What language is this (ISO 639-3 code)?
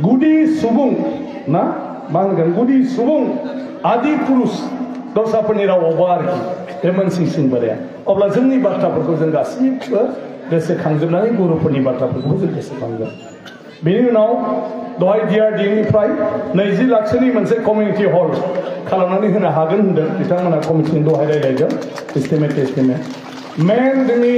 brx